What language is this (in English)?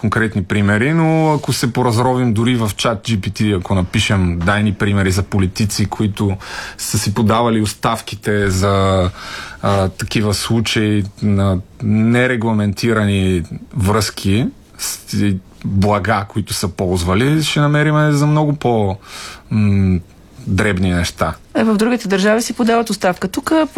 Bulgarian